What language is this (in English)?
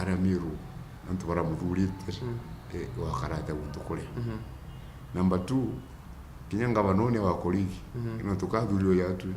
Meru